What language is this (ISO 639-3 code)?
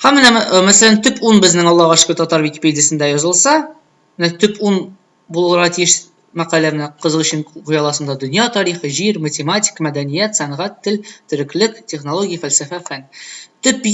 tat